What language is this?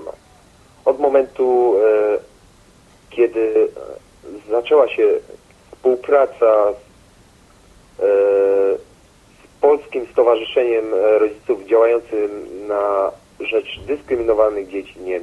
Polish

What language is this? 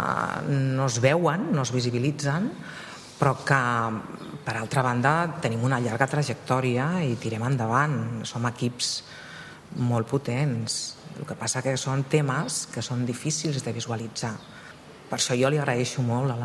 Catalan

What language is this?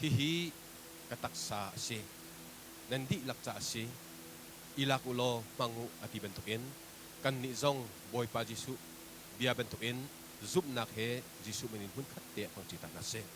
Hakha Chin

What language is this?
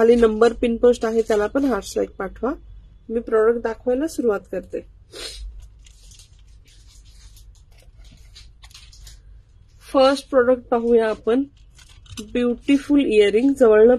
Marathi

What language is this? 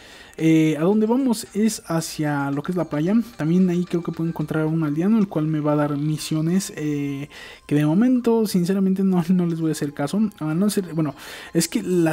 Spanish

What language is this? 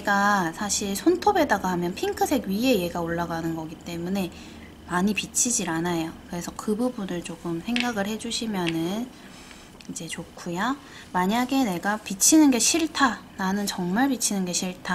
Korean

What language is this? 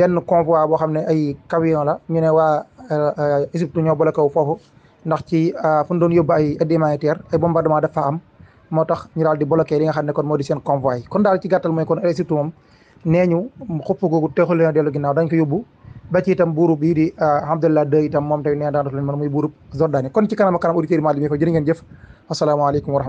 Wolof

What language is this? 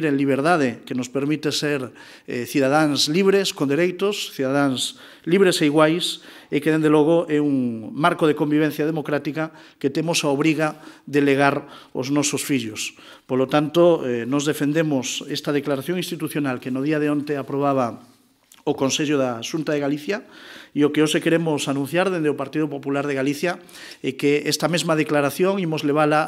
Galician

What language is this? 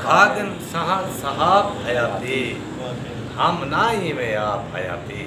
Saraiki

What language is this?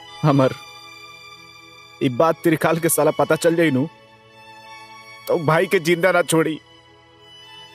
Bhojpuri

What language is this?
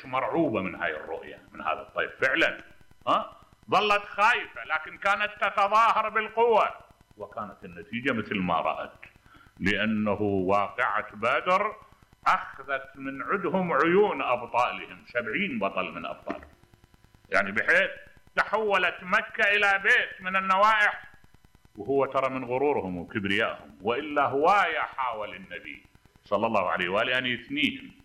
Mesopotamian Arabic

